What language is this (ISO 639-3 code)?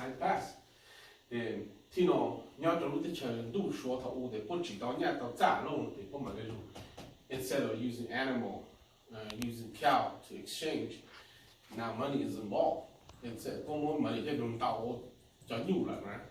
hmn